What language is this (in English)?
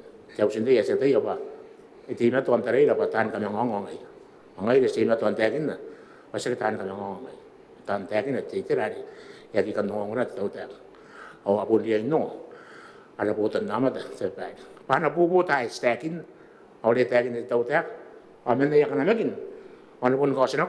Gilbertese